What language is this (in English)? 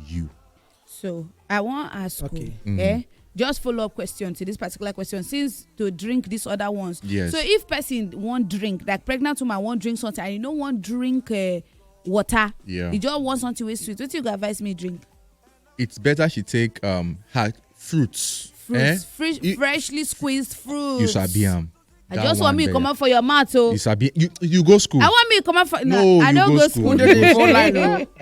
Nigerian Pidgin